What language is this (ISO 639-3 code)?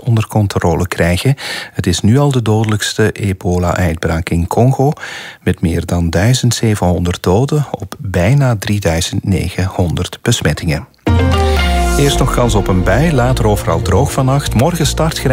nld